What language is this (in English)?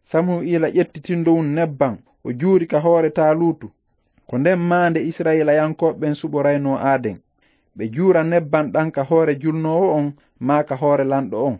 Fula